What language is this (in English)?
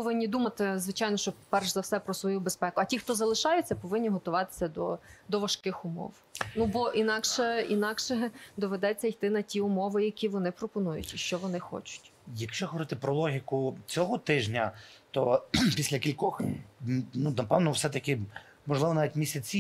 Ukrainian